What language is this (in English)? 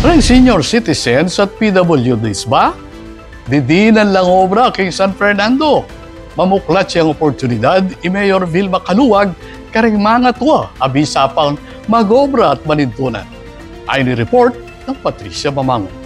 Pampanga